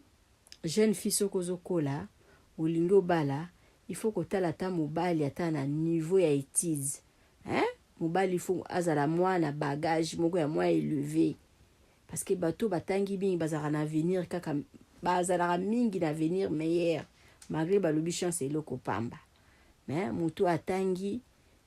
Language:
Lingala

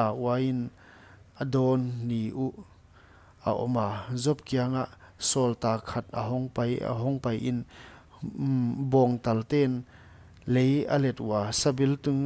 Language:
Paite Chin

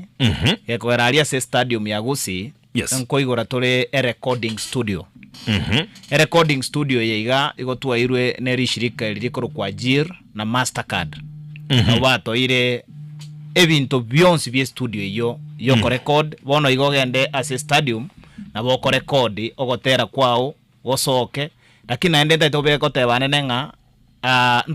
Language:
Gusii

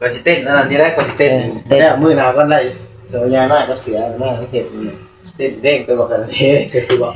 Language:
Northeastern Thai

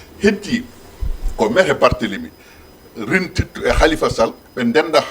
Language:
Fula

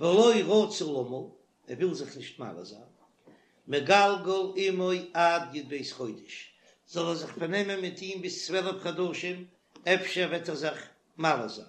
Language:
Yiddish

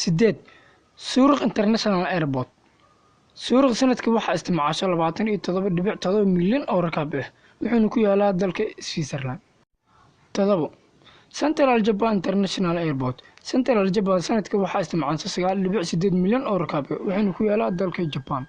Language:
Somali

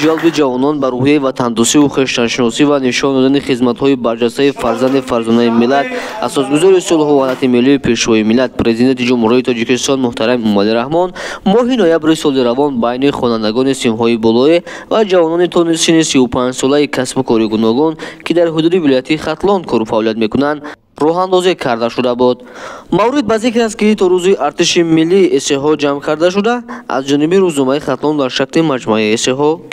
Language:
Tajik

